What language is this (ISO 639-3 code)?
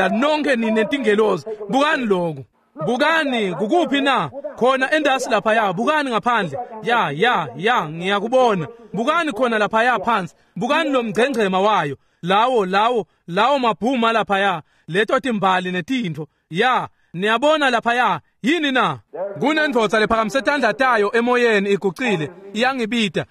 ssw